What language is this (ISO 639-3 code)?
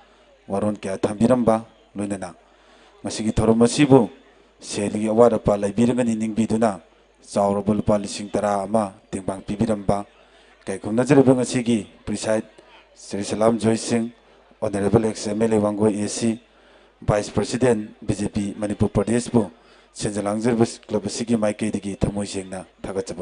mni